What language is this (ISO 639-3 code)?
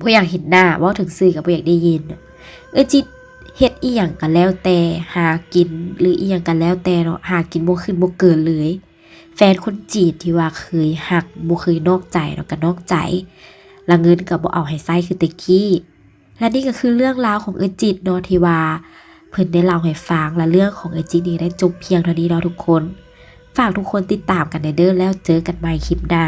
lao